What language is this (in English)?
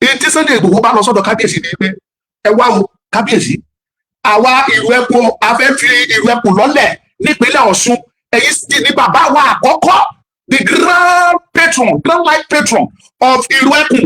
Yoruba